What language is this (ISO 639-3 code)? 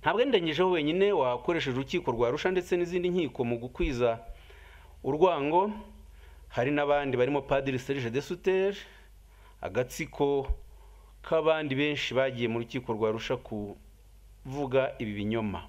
kin